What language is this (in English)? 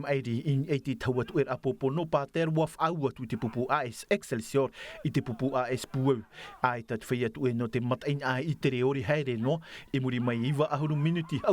Tahitian